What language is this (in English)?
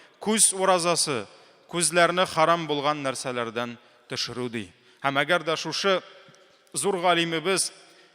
Tatar